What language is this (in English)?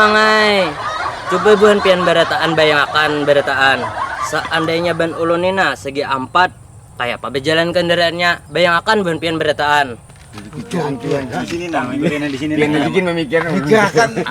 Banjar